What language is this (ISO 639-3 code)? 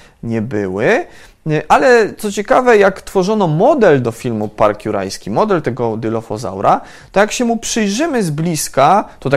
pol